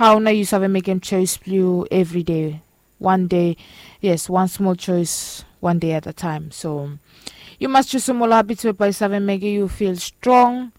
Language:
Bislama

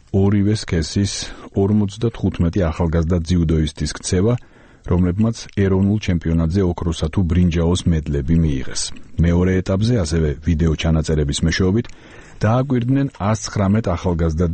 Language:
Georgian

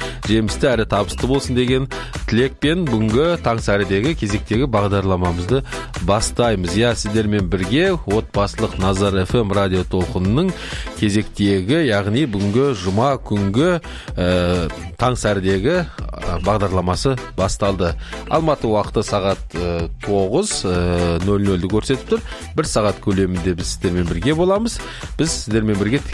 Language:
Kazakh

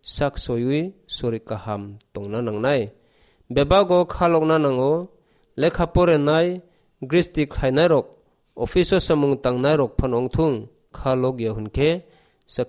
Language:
Kok Borok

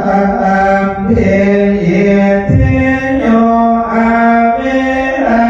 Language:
Pali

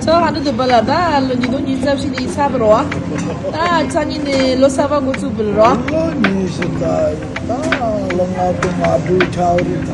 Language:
Tibetan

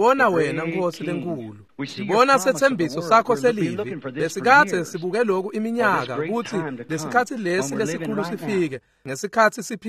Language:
Swati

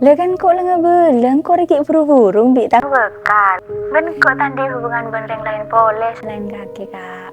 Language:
Madurese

